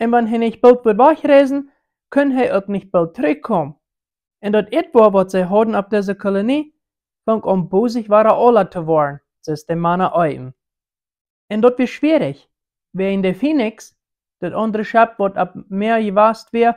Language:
Plautdietsch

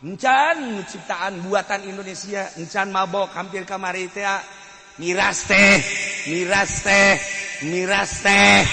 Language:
Sundanese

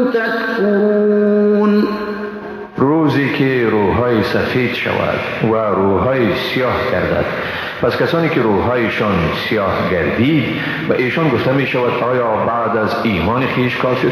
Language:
Persian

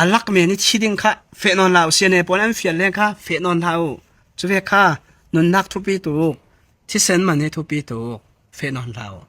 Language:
Falam Chin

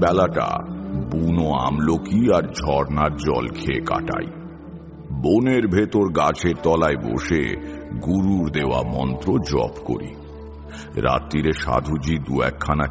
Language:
Bangla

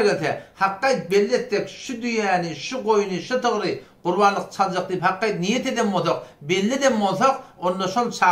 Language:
Turkmen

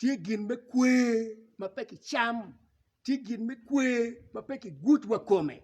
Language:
Acoli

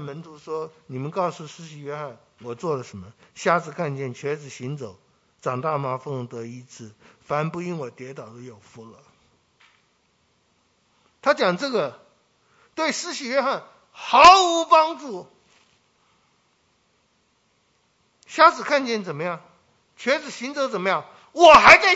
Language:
Chinese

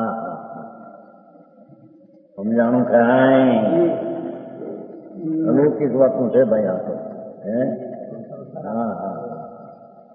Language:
Gujarati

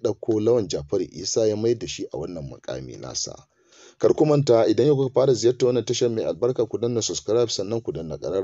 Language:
Hausa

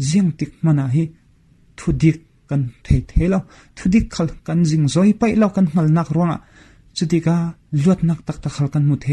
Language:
Falam Chin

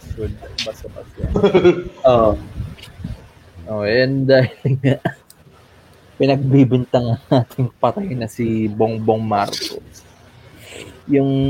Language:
Filipino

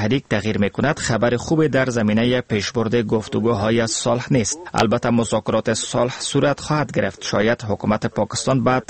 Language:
Persian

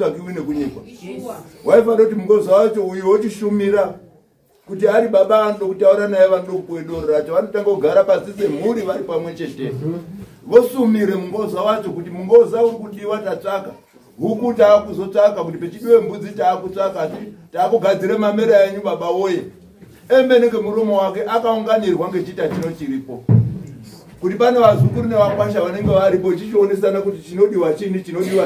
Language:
Shona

